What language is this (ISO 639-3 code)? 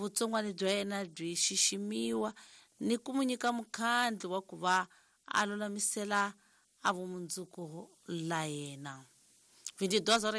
tso